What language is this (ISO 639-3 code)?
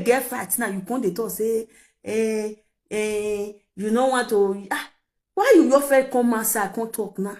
pcm